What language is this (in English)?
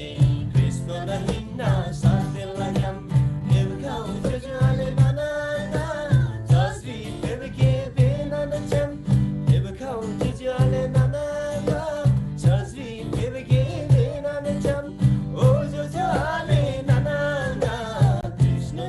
Eastern Tamang